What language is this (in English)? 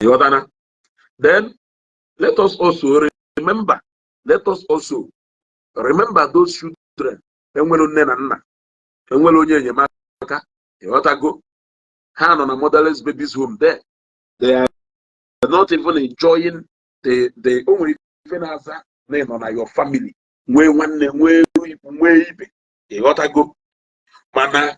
Igbo